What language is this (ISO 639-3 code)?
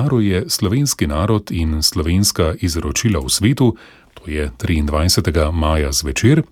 slv